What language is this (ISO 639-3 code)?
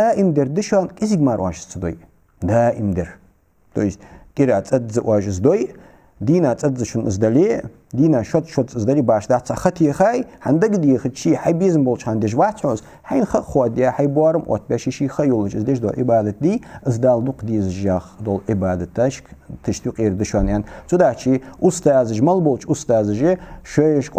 inh